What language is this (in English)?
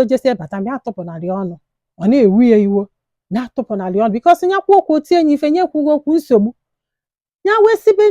Igbo